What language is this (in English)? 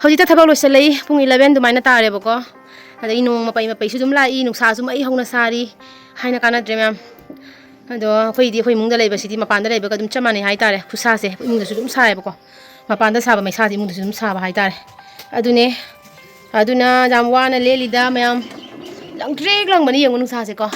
Manipuri